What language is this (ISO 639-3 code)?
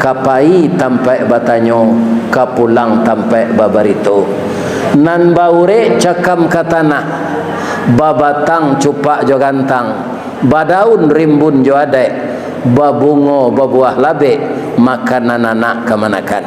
min